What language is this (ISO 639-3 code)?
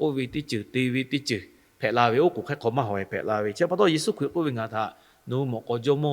lhu